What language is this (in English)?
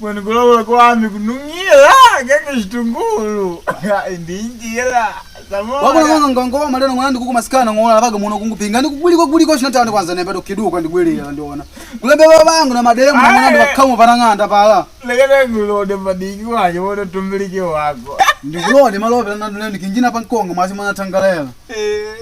Makonde